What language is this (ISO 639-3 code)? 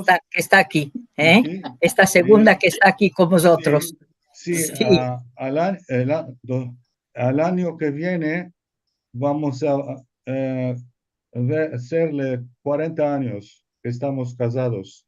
lad